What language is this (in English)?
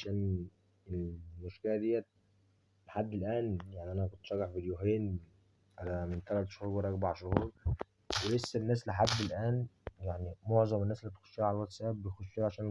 Egyptian Arabic